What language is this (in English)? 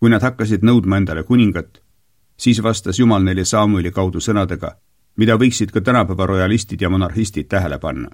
Estonian